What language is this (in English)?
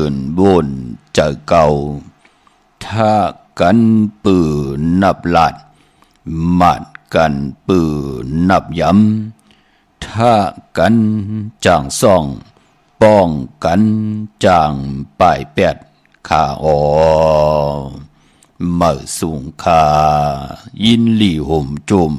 Shan